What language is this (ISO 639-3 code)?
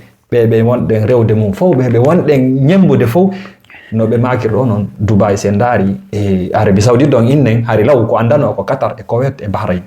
ful